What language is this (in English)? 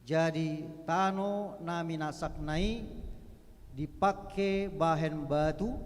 Batak Toba